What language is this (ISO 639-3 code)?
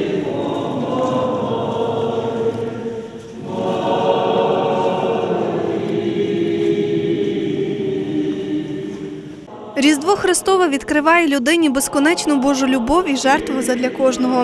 ukr